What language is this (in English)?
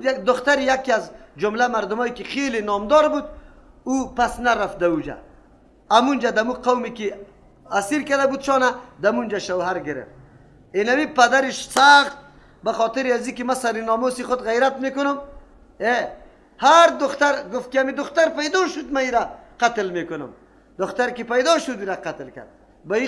Persian